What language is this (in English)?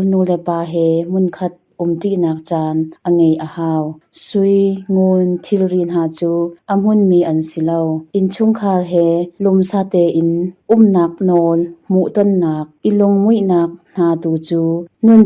Hakha Chin